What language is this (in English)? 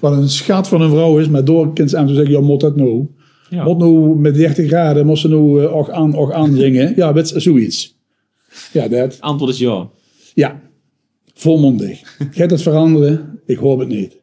Limburgish